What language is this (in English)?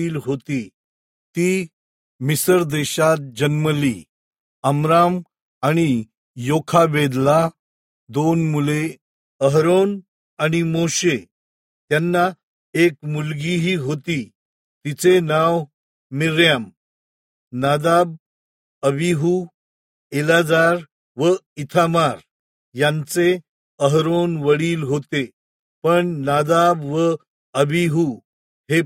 Marathi